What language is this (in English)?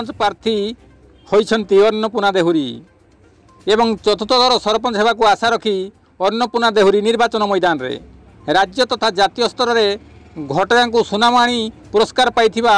Odia